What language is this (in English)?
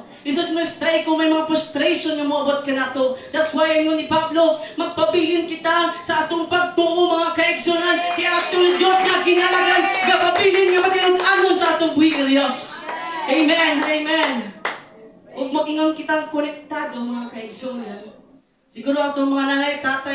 Cebuano